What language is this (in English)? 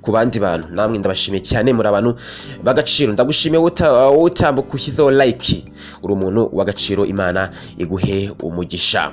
Kinyarwanda